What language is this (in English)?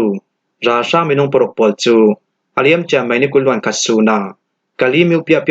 Falam Chin